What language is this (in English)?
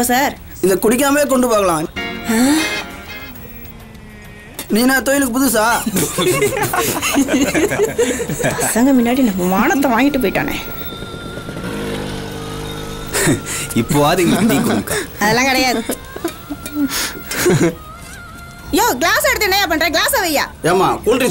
Tamil